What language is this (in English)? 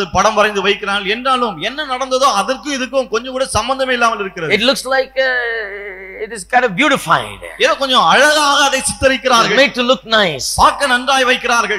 Tamil